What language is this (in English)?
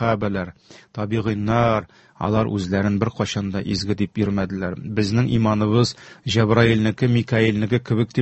Tatar